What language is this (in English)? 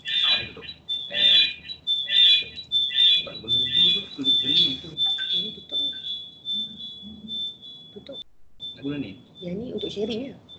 Malay